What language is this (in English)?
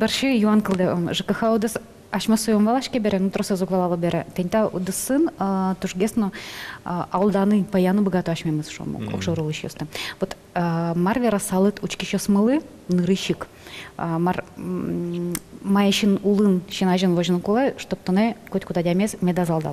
Udmurt